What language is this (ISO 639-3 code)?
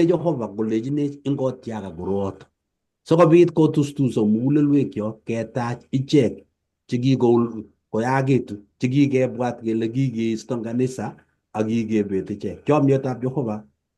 kln